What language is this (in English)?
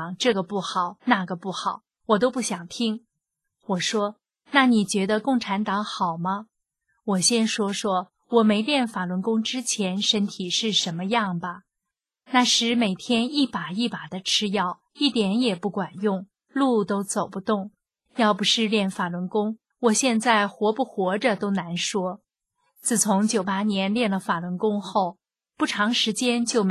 Chinese